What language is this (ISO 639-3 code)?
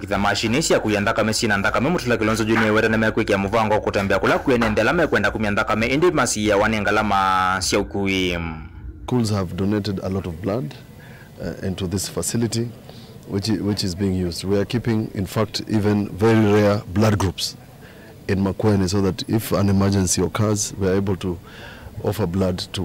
kam